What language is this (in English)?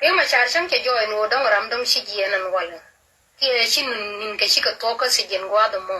Nuer